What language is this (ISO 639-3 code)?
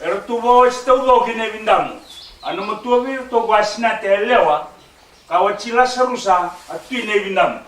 fij